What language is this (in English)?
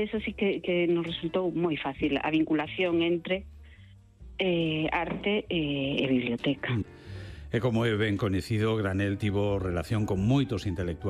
Galician